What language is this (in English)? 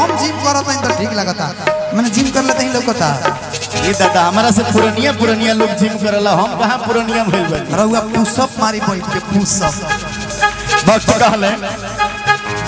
Bhojpuri